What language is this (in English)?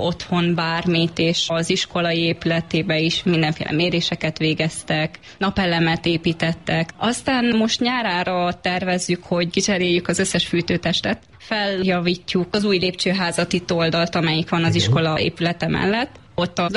Hungarian